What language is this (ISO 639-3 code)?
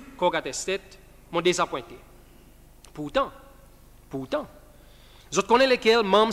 crs